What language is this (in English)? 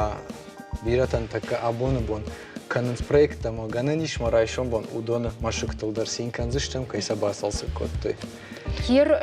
Ossetic